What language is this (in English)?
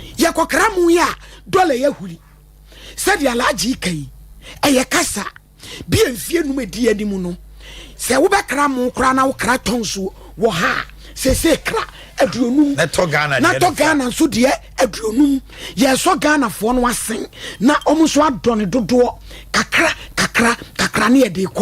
Akan